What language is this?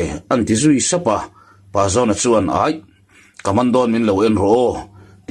Mizo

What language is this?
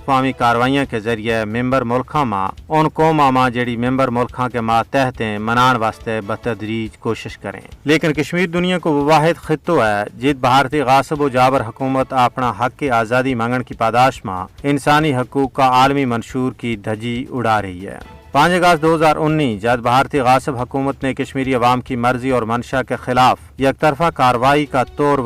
Gujari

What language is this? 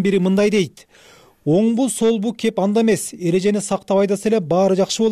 Kyrgyz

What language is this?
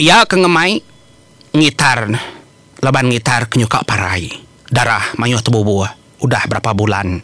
Iban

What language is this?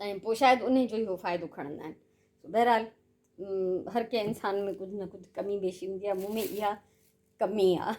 Sindhi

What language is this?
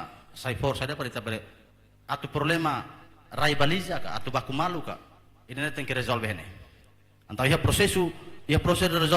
Tetum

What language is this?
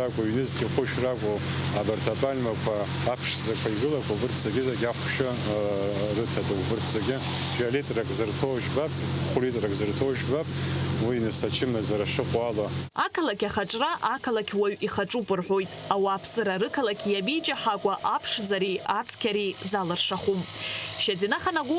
Abkhazian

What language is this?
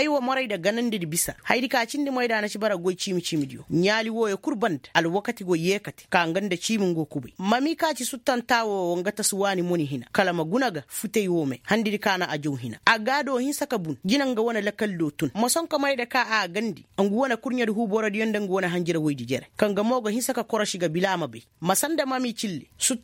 Koyraboro Senni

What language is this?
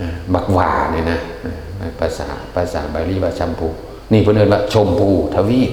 Northeastern Thai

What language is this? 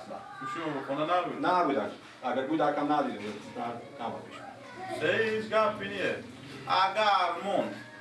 Persian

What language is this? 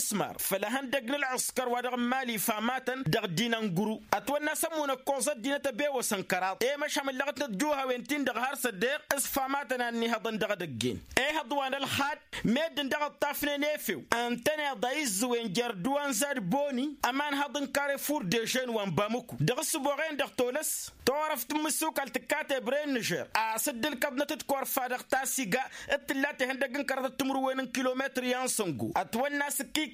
Tamasheq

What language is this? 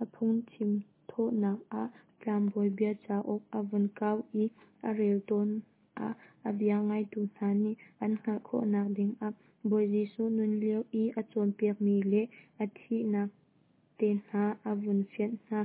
Hakha Chin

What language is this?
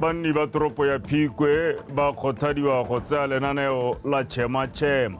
Tswana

